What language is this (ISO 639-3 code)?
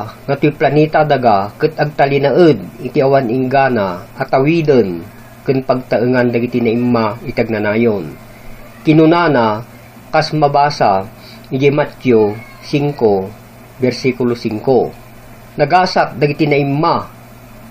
ilo